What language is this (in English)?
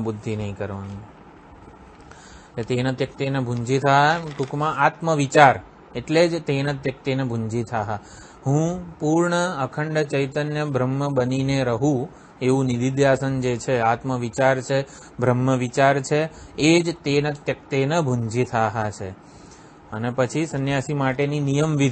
Gujarati